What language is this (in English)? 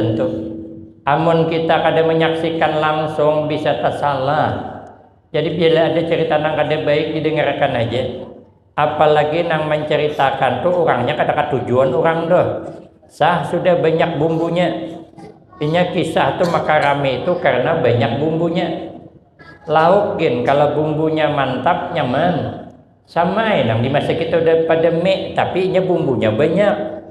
Banjar